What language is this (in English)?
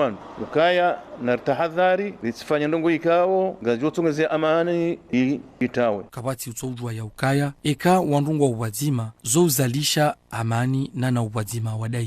Ngazidja Comorian